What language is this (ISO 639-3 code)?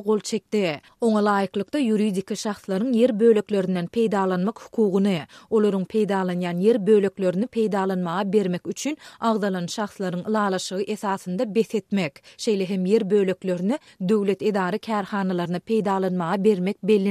tuk